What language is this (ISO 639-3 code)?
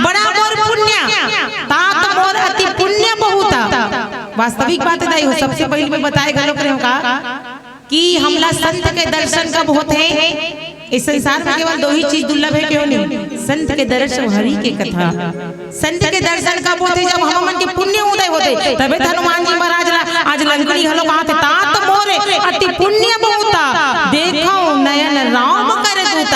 hne